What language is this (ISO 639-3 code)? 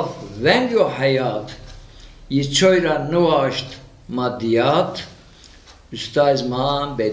zza